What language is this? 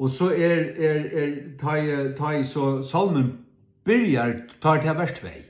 Faroese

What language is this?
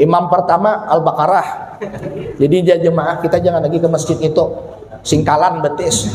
Banjar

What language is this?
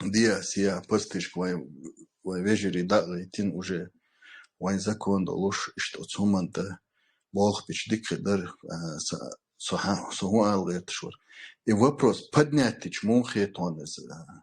Chechen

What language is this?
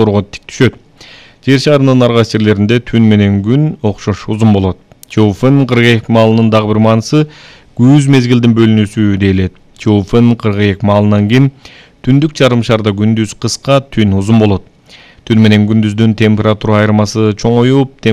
Kyrgyz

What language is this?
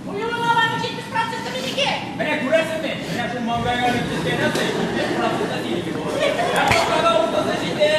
Tatar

